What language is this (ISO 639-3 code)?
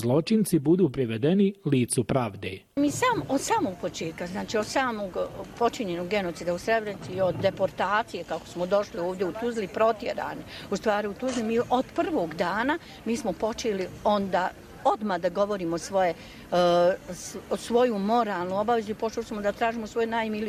bos